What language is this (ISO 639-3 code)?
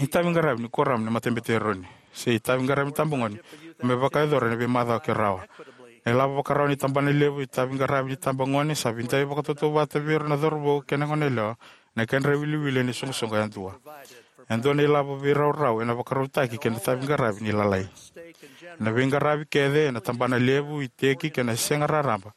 fij